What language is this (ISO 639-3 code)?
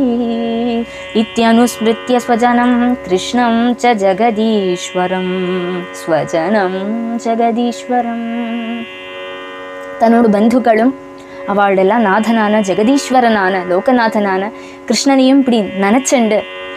tam